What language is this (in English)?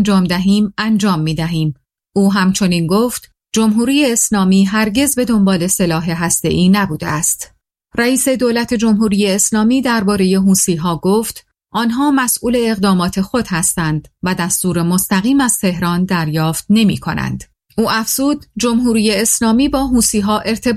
Persian